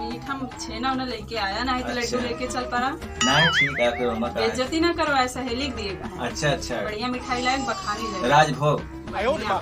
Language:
Awadhi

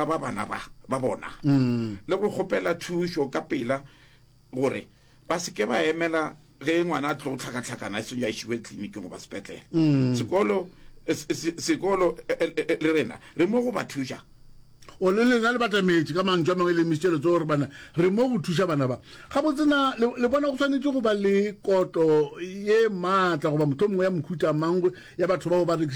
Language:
Northern Sotho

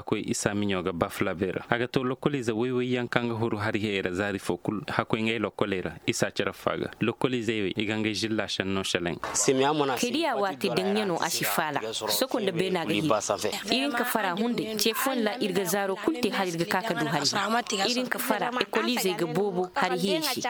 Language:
Koyraboro Senni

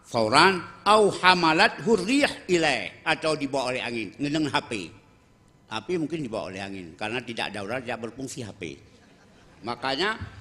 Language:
Achinese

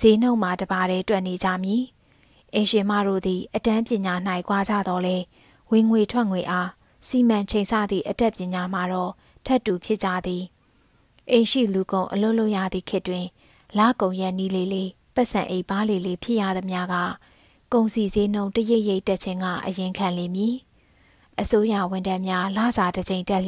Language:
Burmese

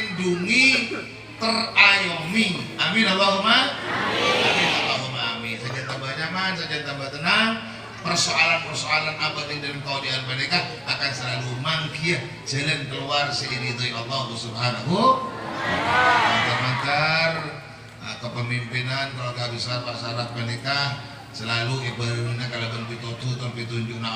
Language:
Madurese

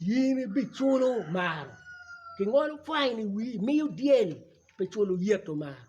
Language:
Acoli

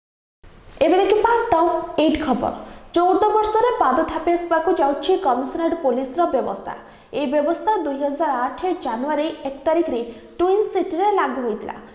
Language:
Odia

